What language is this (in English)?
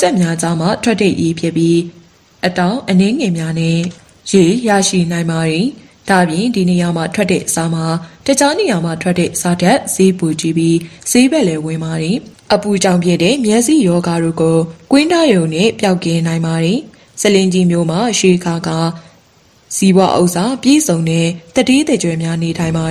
Burmese